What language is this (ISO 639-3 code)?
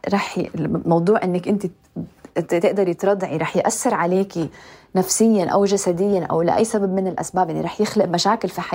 apc